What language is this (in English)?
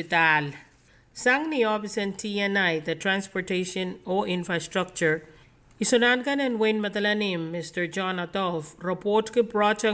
Pohnpeian